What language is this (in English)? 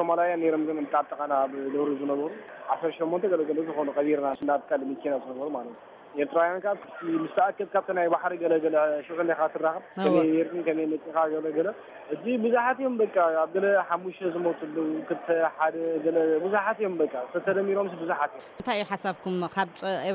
Tigrinya